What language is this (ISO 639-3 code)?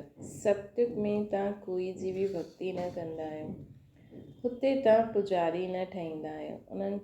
snd